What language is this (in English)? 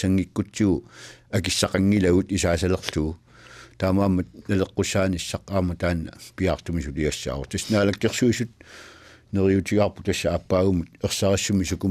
Kalaallisut